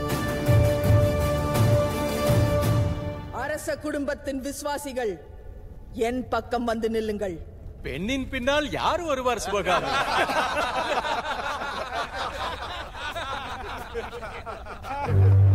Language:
Tamil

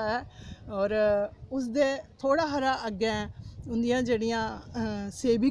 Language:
Dogri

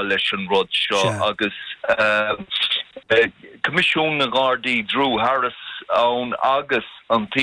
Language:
Irish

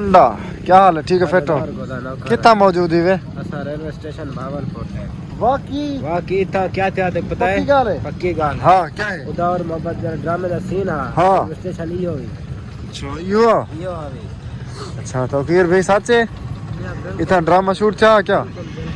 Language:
Saraiki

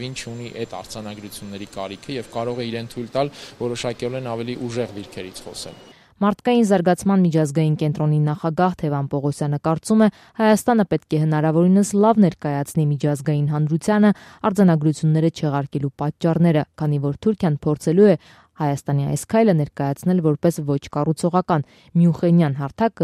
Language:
Armenian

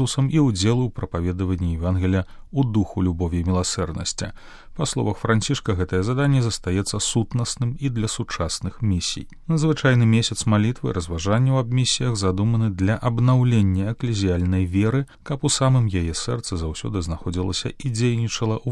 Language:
Belarusian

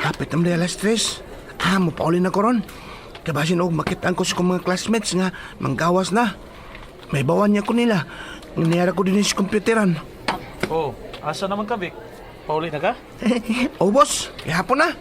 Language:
Cebuano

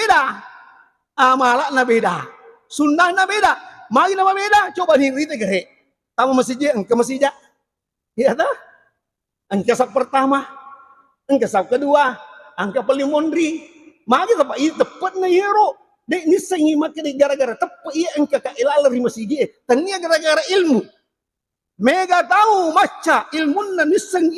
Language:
Buginese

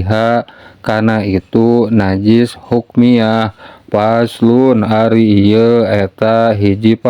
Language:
Sundanese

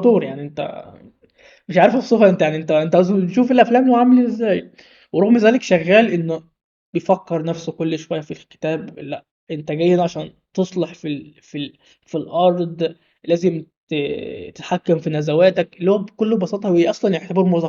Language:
Egyptian Arabic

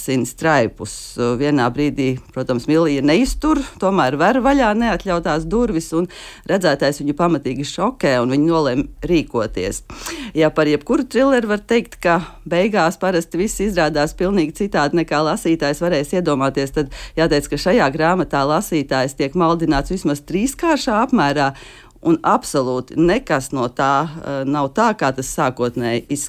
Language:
Latvian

